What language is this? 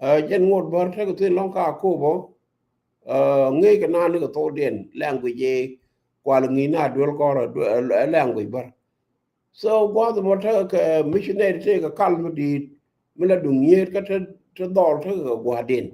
Nuer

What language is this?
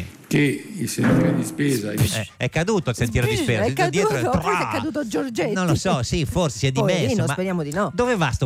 Italian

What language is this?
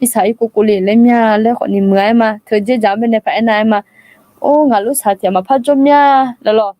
Akha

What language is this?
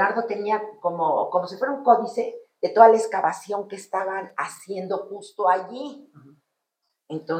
Spanish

